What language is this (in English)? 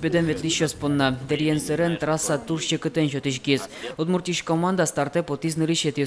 Udmurt